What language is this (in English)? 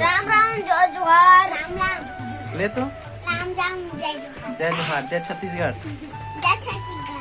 Chhattisgarhi